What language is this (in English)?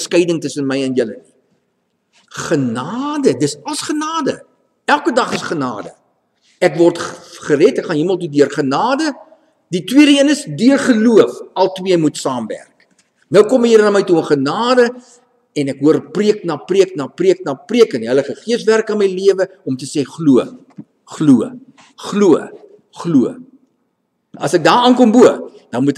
Afrikaans